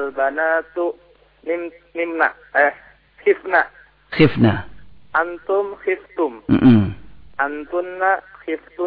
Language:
Indonesian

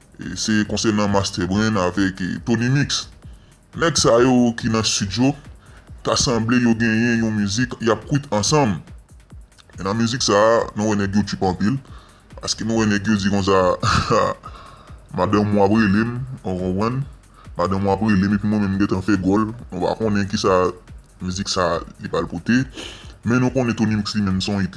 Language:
Haitian Creole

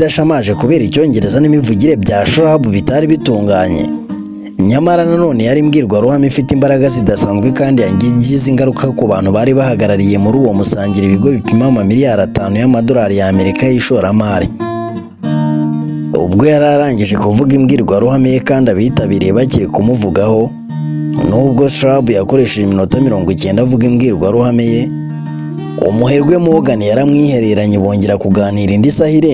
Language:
Kinyarwanda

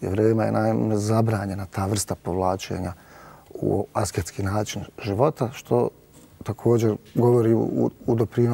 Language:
Bosnian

